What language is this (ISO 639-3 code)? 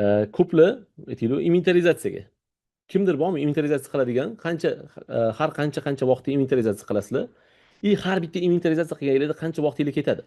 uzb